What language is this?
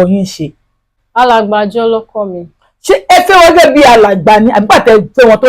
Yoruba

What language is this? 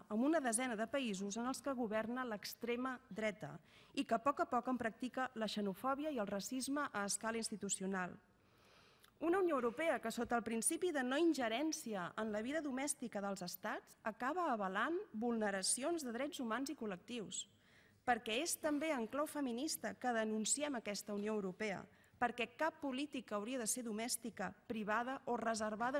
Catalan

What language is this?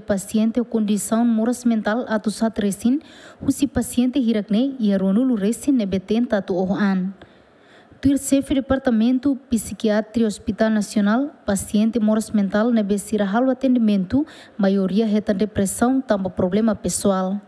Tetum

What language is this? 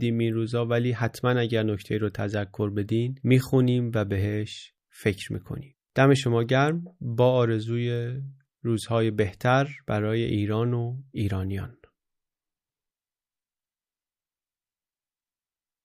Persian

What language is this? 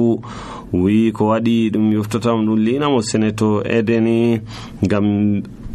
Nigerian Fulfulde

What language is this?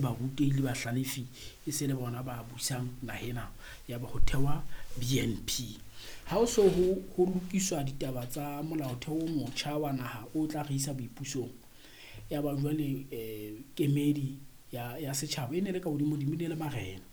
Southern Sotho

